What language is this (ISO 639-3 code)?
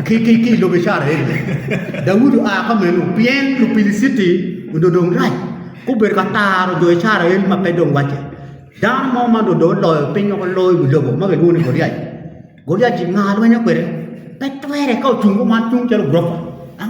ach